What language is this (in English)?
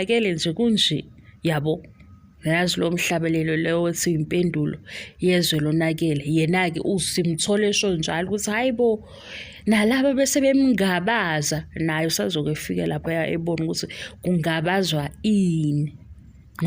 Zulu